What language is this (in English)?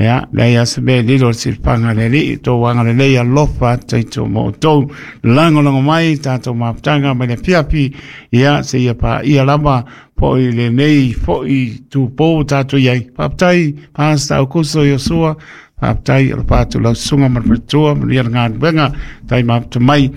Samoan